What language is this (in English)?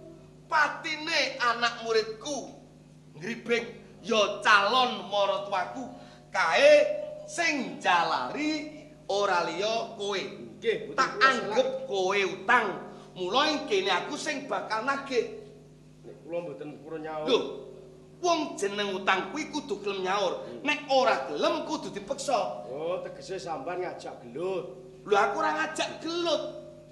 Javanese